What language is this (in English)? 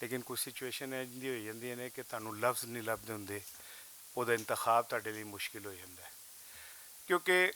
Western Panjabi